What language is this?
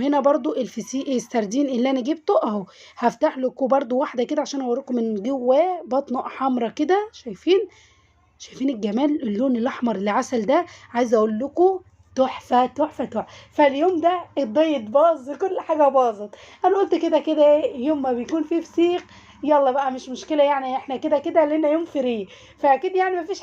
Egyptian Arabic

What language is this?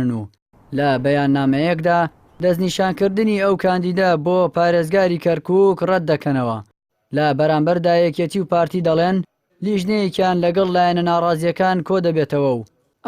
Central Kurdish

